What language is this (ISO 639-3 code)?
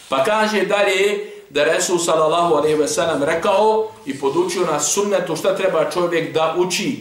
bos